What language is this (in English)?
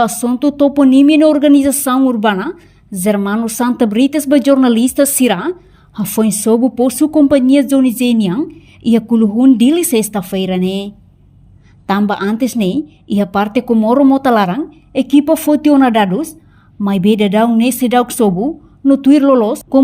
Tetum